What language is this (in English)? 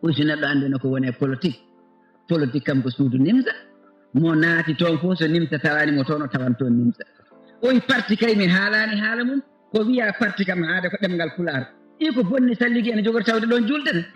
Fula